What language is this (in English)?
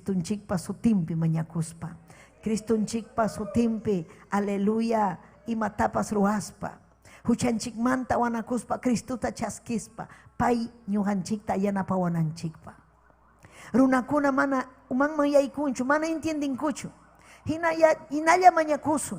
Ayacucho Quechua